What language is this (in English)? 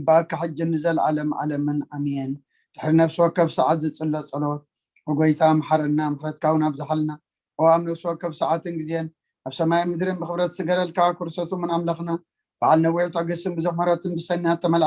Tigrinya